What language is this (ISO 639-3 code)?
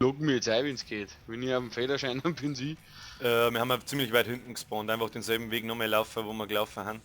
bar